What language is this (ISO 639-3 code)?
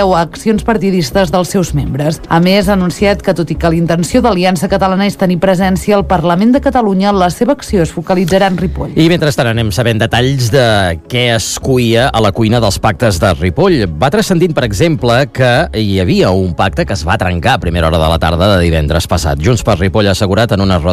cat